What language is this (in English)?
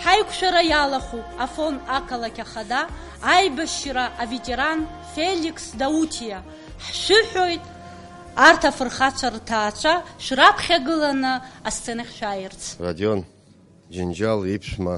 Abkhazian